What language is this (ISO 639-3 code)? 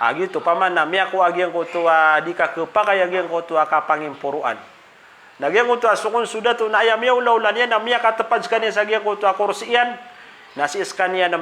mrw